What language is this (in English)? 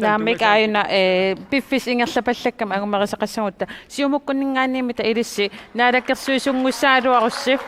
Kalaallisut